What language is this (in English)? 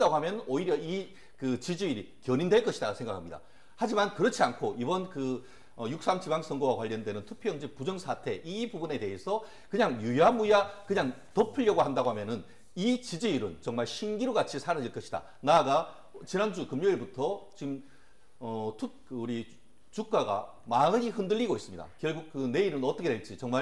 Korean